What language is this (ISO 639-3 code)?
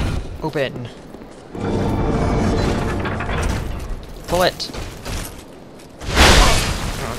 eng